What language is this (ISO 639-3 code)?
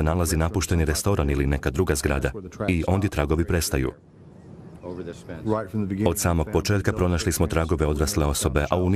hrv